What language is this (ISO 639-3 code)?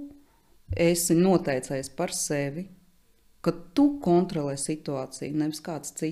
lav